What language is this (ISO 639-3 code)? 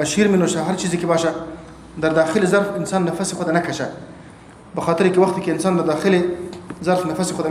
fas